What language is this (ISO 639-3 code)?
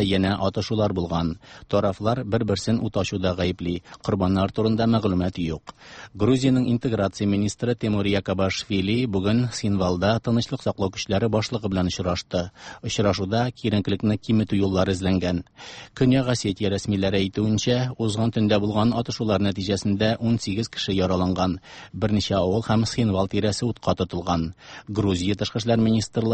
tat